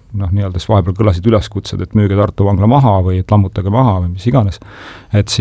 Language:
Estonian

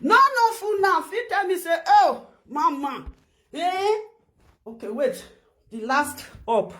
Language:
Nigerian Pidgin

